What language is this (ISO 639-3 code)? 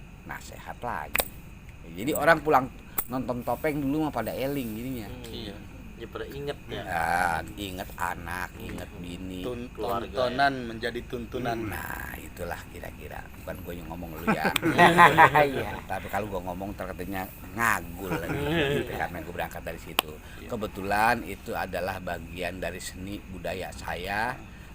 bew